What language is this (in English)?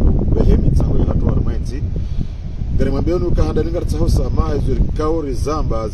Swahili